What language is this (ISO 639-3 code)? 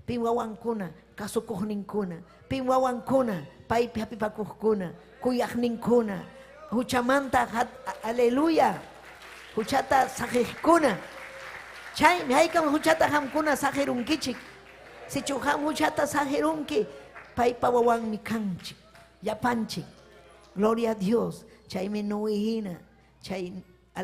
quy